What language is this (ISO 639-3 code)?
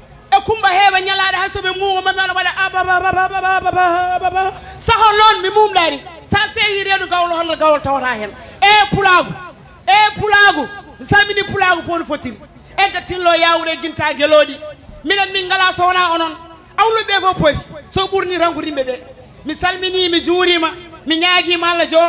ful